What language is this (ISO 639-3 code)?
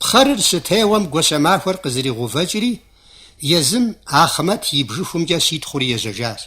kbd